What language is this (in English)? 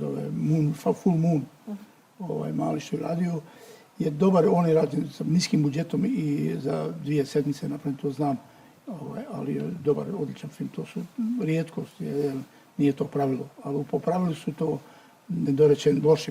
Bosnian